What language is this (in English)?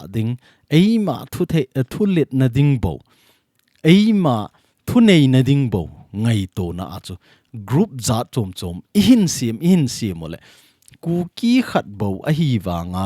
Thado Chin